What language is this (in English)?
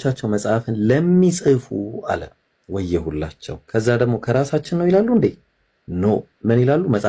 Amharic